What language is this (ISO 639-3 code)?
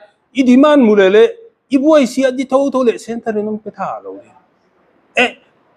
pck